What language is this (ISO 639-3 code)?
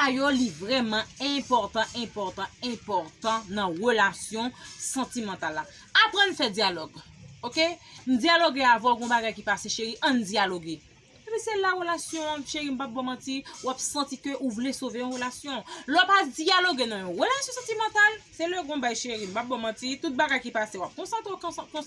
hat